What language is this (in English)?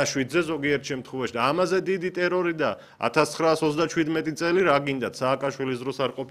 Georgian